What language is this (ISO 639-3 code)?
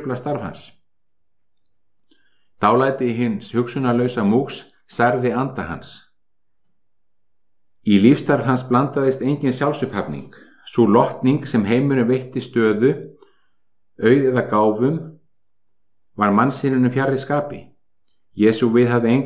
isl